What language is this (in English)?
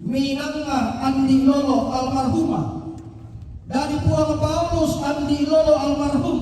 Toraja-Sa'dan